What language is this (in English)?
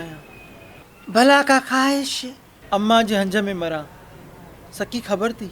Sindhi